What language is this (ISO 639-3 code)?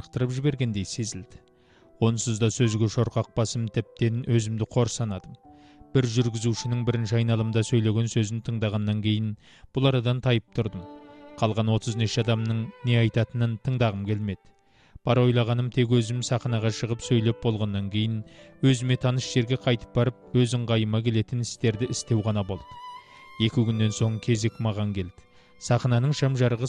kaz